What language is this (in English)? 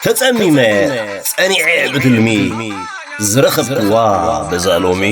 Tigrinya